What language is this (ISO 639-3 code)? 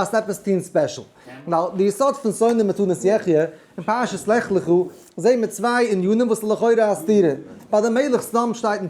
yid